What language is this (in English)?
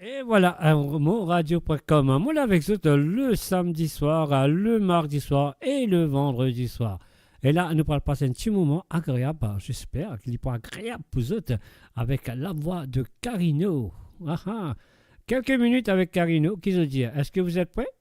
Morisyen